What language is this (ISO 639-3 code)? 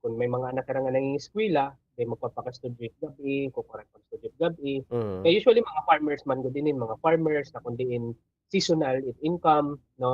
war